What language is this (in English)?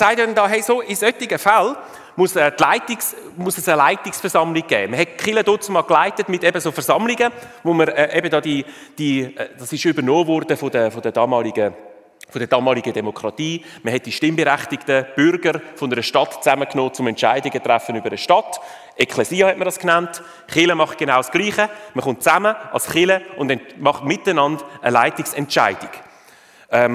Swiss German